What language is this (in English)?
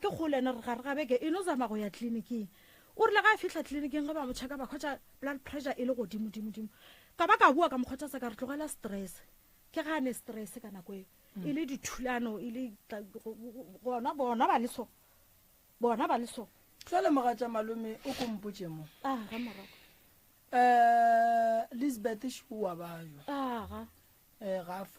Northern Sotho